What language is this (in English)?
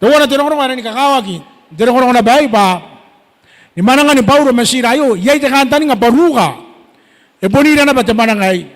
Gilbertese